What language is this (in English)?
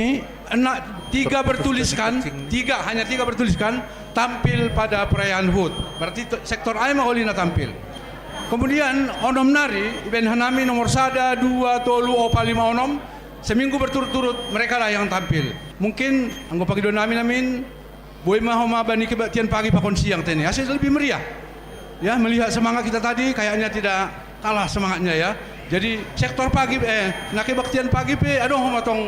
Batak Simalungun